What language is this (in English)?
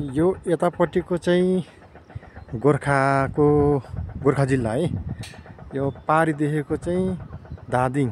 Nepali